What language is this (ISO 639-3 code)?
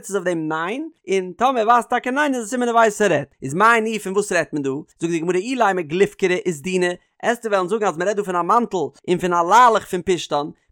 yid